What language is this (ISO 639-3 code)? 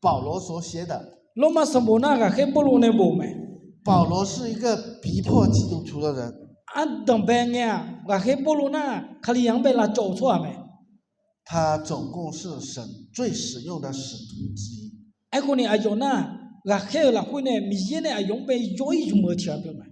ahk